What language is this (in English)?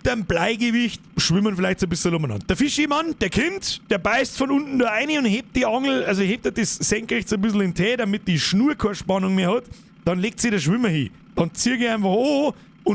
Bavarian